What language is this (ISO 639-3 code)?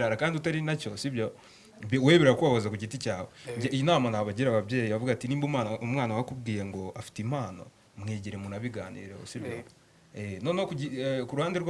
kin